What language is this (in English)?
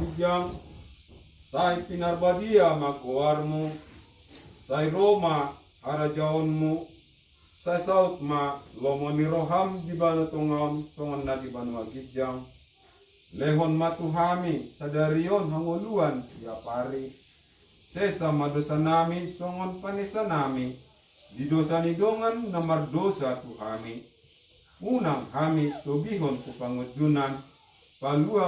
Batak Toba